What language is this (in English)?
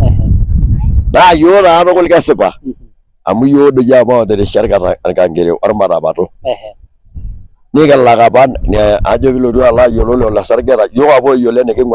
Masai